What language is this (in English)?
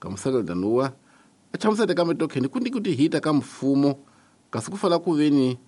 Tsonga